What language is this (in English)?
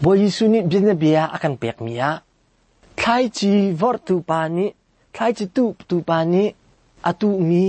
Hakha Chin